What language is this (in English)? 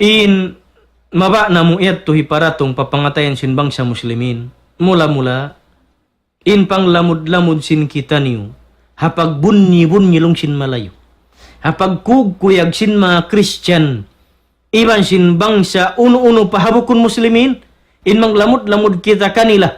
Tausug